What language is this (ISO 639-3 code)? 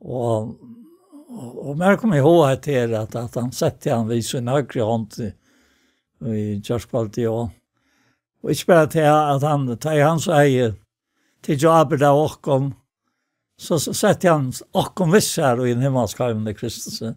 fao